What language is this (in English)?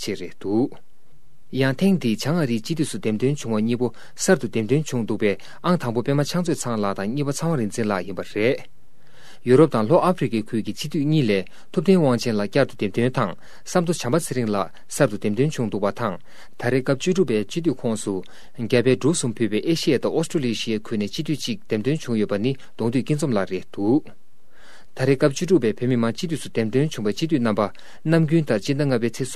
Tibetan